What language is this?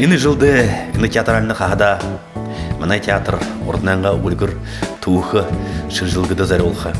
Buriat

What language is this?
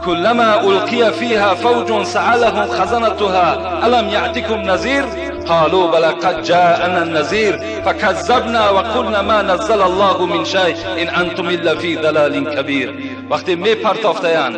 Tajik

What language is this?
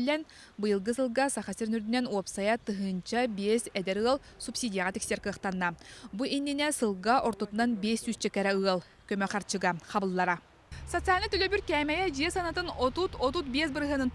Yakut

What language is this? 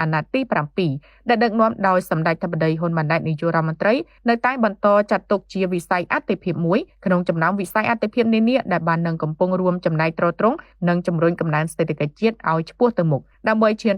Khmer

